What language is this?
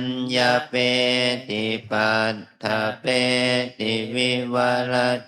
Pali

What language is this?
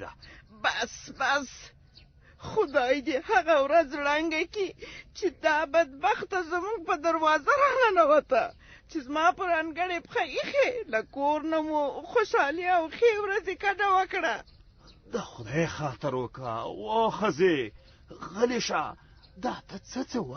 Pashto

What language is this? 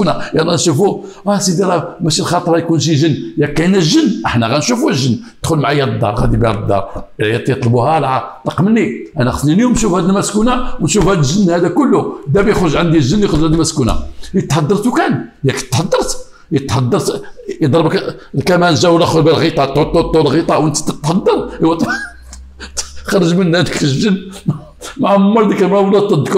Moroccan Arabic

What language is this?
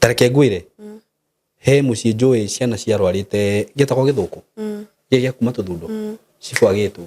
Kikuyu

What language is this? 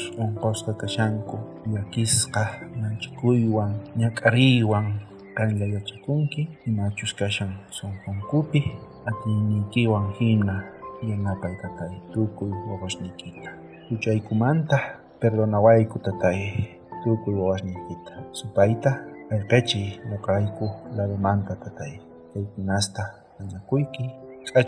South Bolivian Quechua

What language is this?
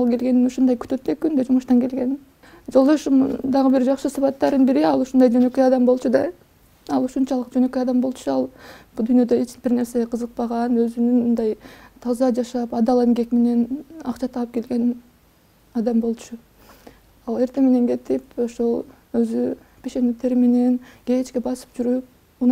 Kyrgyz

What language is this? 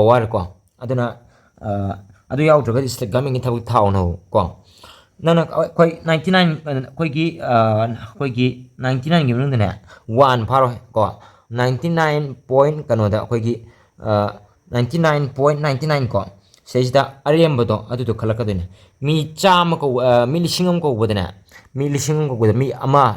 Manipuri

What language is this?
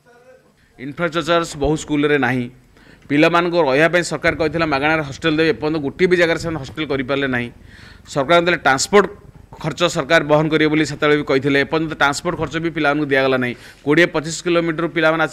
Odia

